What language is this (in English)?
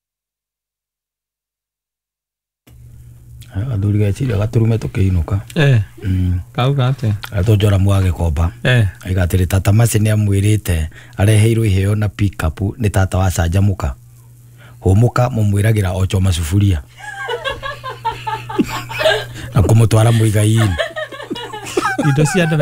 Kikuyu